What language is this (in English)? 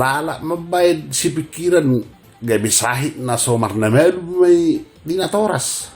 Batak Toba